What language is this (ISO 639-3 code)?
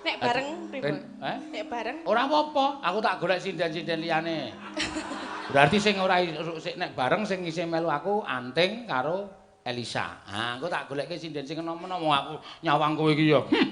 jav